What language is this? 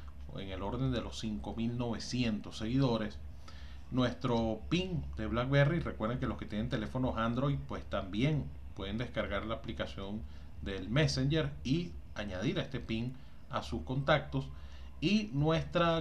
Spanish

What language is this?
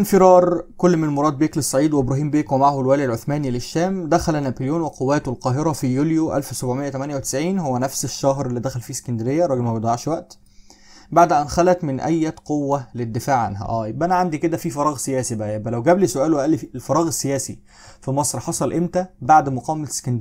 Egyptian Arabic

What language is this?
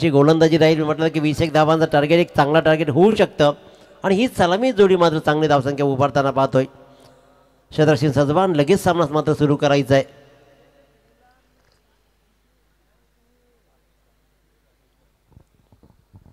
Marathi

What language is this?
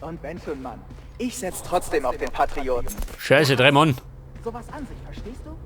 Bavarian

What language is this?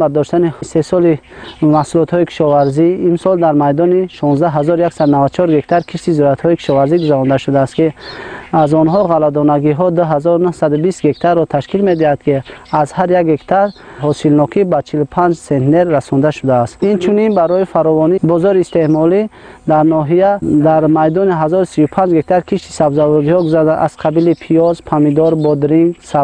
Tajik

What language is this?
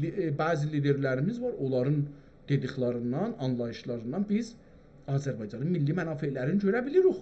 South Azerbaijani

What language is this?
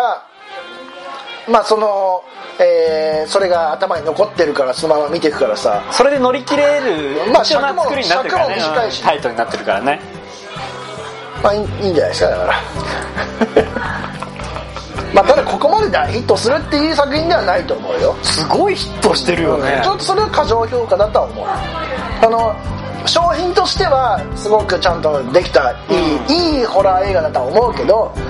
Japanese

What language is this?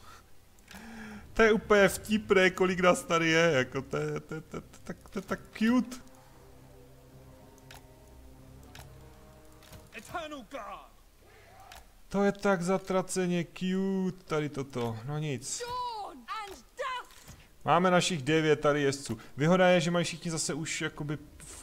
Czech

